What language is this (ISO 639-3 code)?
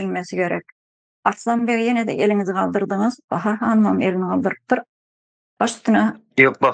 tuk